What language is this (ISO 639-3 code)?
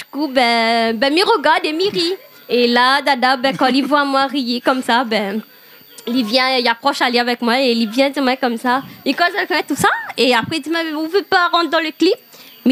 rcf